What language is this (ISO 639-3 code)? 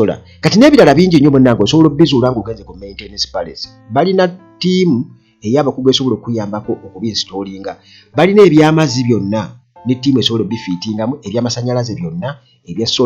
lug